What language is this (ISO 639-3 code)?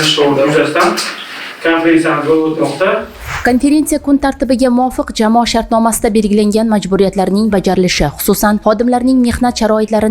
uzb